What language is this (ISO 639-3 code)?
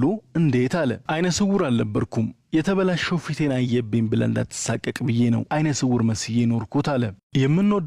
amh